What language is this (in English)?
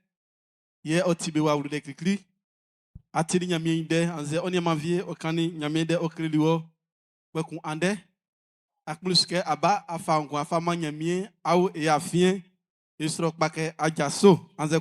Baoulé